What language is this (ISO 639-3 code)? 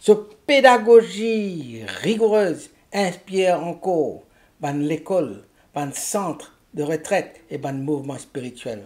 mfe